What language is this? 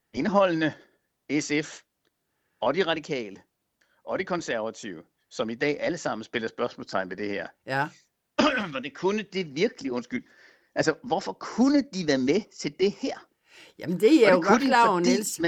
Danish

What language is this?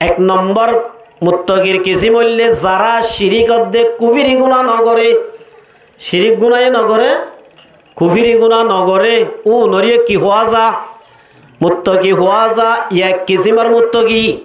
Rohingya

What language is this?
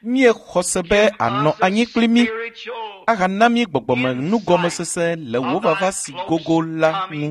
Ewe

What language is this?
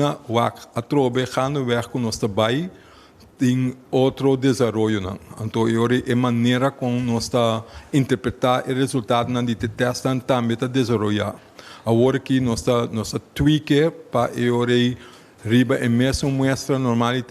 Papiamento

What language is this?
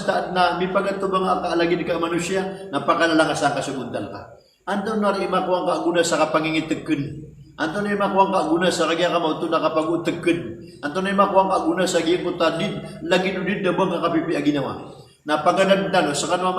Maranao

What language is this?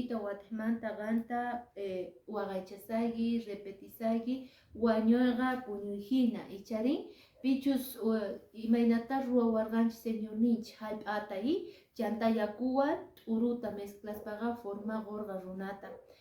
Quechua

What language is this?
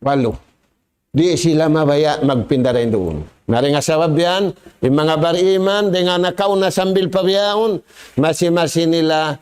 Tausug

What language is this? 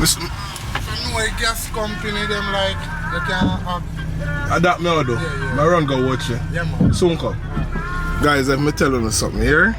Jamaican Creole English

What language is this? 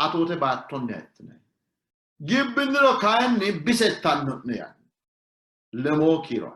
Sidamo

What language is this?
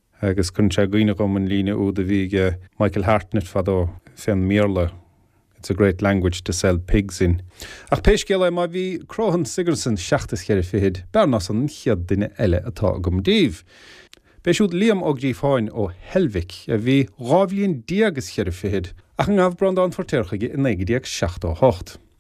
Irish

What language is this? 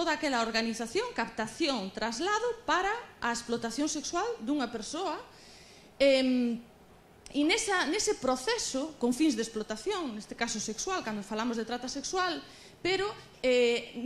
Galician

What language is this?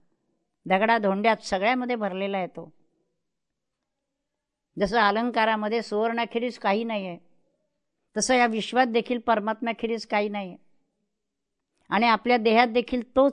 Marathi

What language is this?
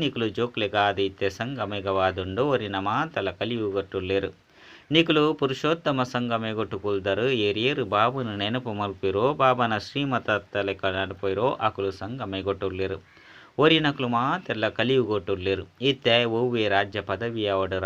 Tulu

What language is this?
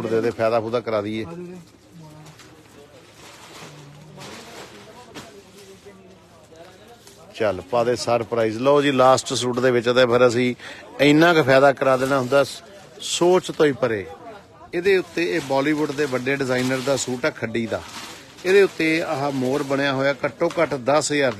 Punjabi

